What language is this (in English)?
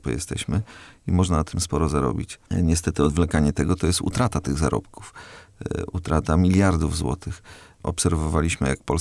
Polish